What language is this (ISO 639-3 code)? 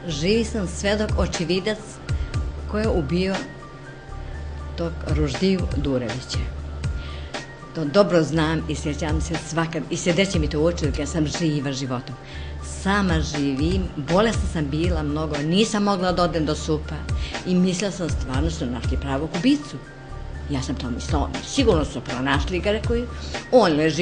bos